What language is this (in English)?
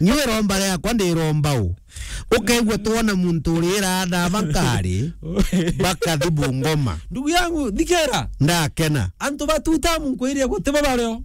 Meru